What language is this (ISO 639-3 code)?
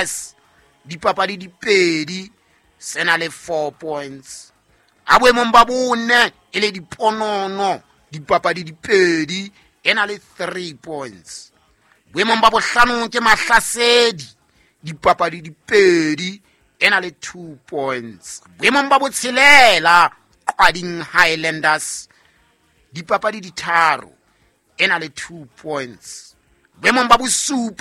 sot